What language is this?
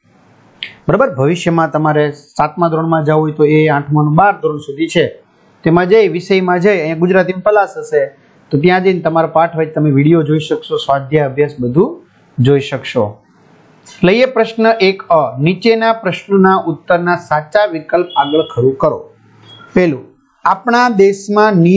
Gujarati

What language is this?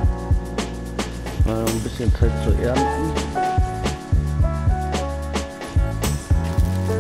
German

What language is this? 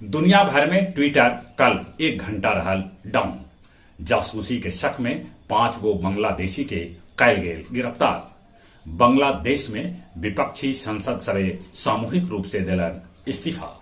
Magahi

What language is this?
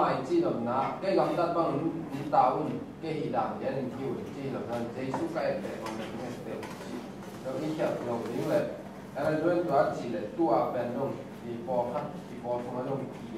Tedim Chin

